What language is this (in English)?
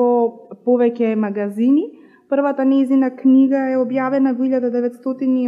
Macedonian